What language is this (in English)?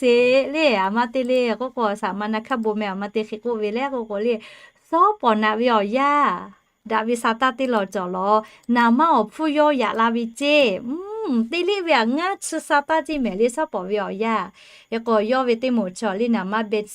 Lahu